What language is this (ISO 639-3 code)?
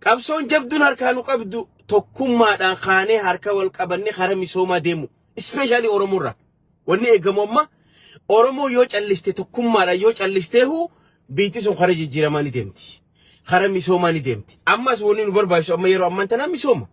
orm